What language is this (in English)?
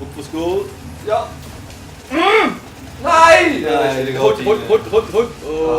Swiss German